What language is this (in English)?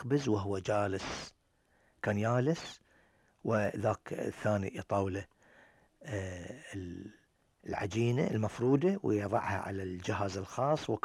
Gulf Arabic